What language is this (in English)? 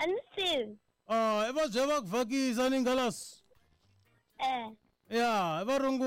Tsonga